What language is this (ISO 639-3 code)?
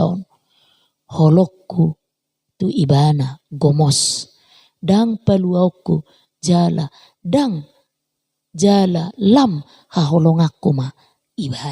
bbc